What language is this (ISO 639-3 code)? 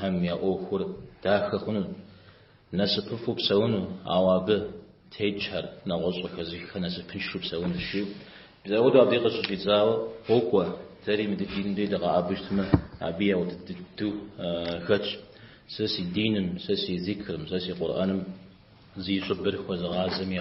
kbd